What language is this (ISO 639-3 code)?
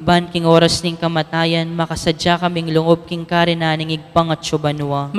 pam